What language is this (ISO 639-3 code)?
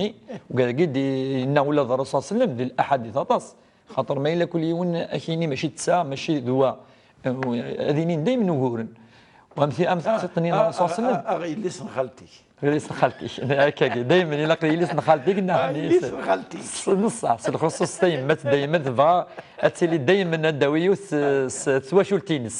kab